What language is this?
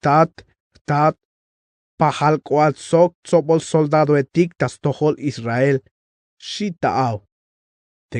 Tzeltal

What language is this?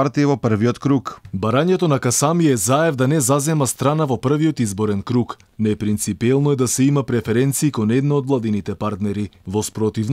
Macedonian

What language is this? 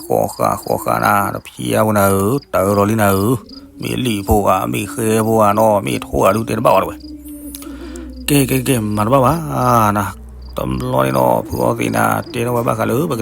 S'gaw Karen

